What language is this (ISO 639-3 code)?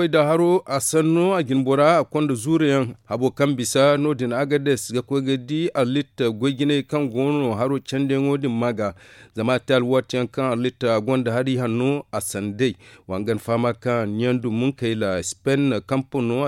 dje